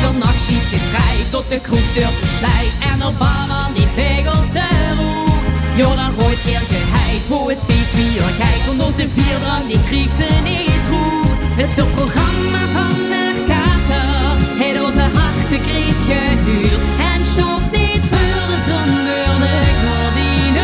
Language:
Limburgish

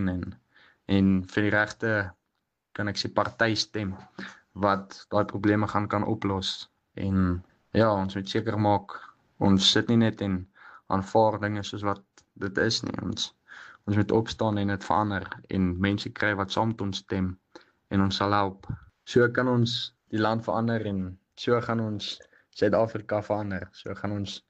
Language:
Afrikaans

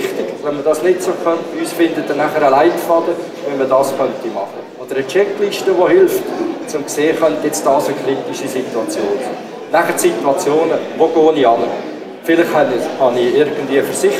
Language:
German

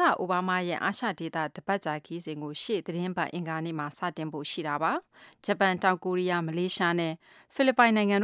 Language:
Burmese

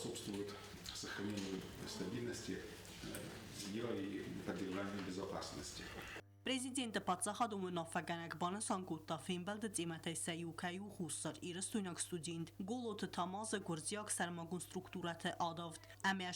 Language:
Ossetic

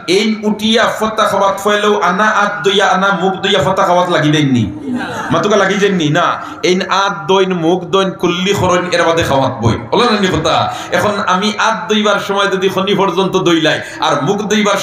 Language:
Sylheti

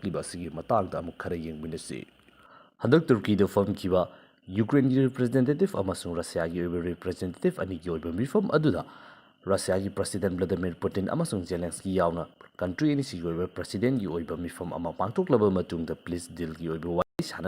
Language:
Manipuri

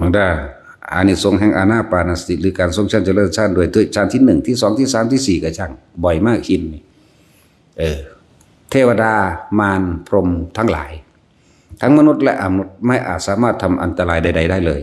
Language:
Northeastern Thai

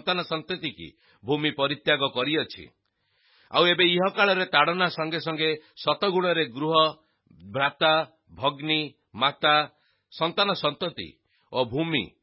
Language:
Odia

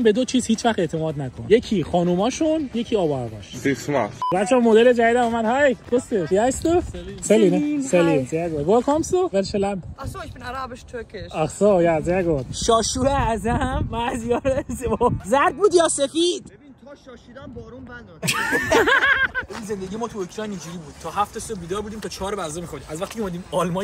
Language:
Persian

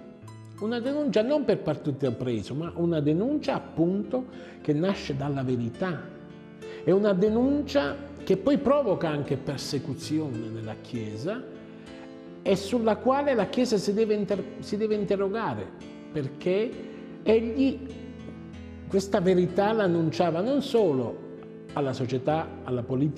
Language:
Italian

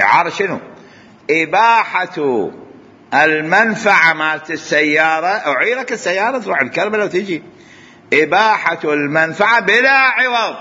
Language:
Mesopotamian Arabic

